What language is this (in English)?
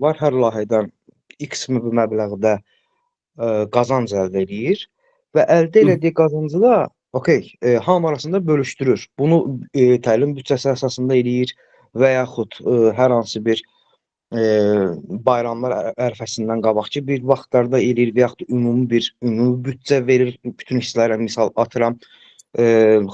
Azerbaijani